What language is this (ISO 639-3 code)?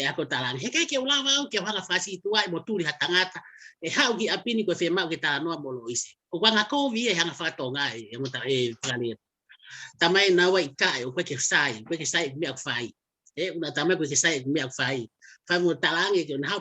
ton